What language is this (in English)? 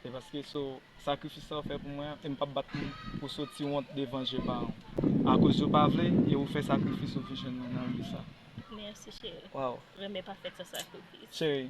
Haitian Creole